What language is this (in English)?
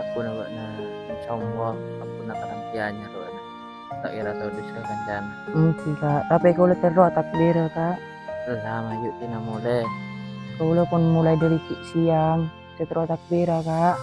Madurese